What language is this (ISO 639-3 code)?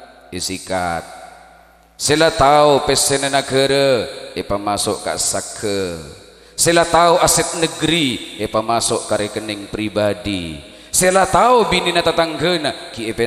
mad